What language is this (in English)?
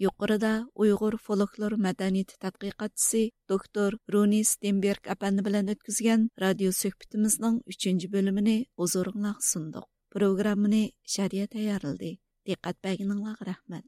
Uyghur